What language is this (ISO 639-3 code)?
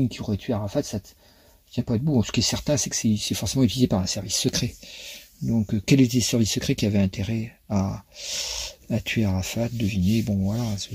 fra